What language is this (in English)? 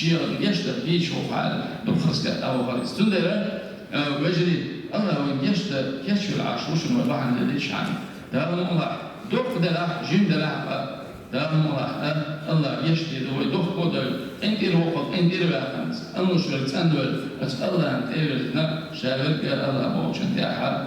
Chechen